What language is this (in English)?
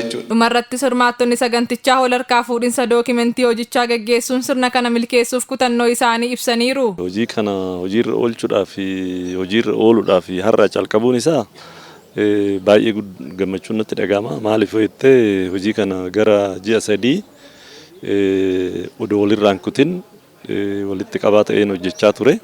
Oromo